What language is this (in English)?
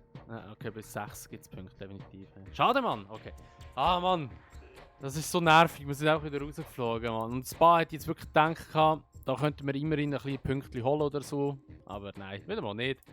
Swiss German